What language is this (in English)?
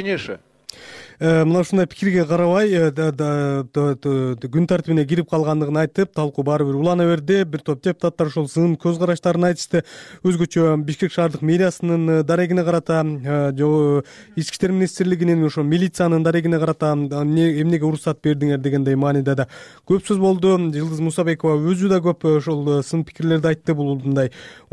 Kyrgyz